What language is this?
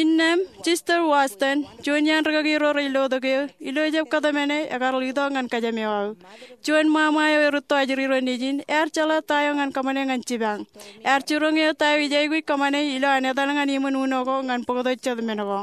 Marshallese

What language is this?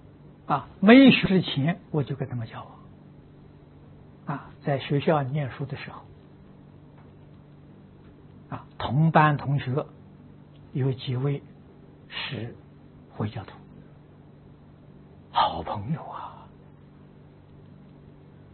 Chinese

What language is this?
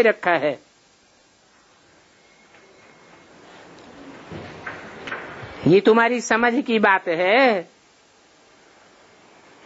Hindi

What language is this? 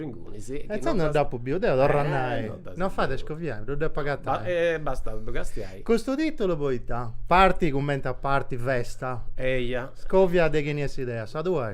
Sardinian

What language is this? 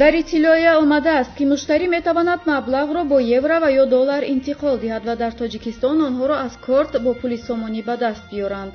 Tajik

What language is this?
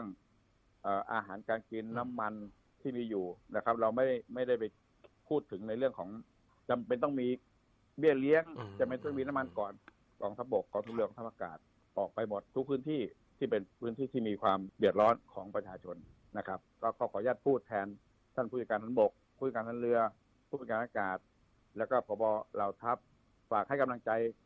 Thai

